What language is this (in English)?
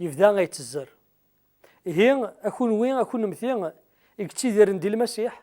Kabyle